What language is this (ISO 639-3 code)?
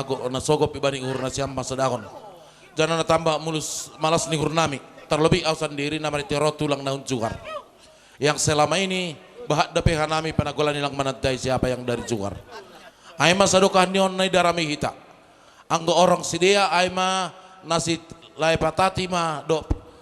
bts